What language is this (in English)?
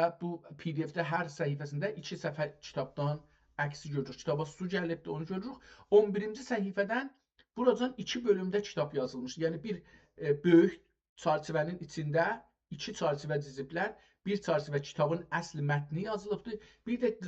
South Azerbaijani